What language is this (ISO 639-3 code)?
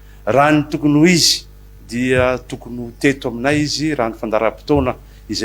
mlg